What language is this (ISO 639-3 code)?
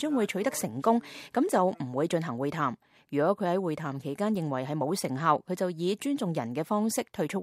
yue